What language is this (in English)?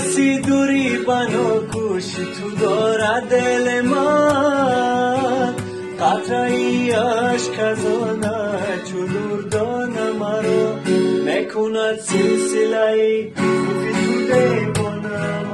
Tajik